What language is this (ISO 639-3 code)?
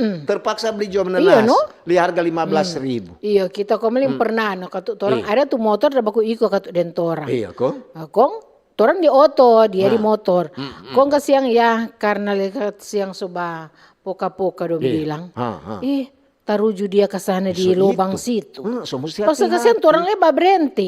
xmm